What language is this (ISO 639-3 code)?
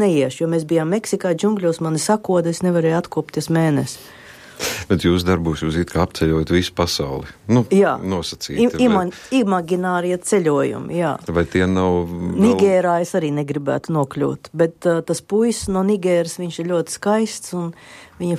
lav